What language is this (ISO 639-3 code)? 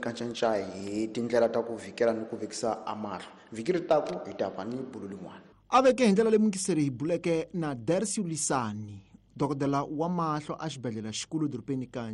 tso